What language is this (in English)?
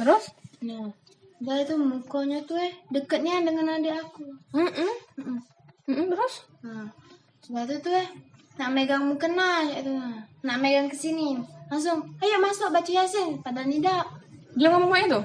Musi